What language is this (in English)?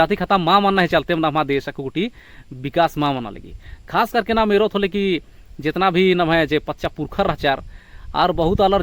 Kurukh